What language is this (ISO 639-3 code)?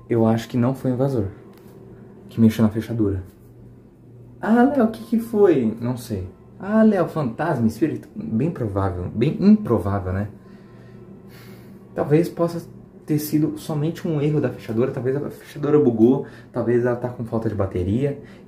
por